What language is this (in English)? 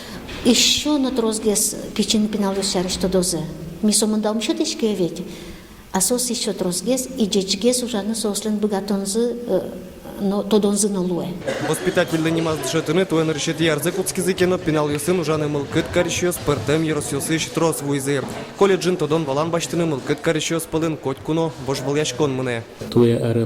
Udmurt